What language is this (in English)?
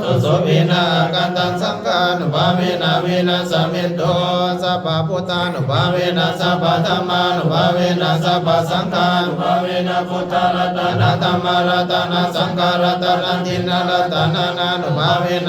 Pali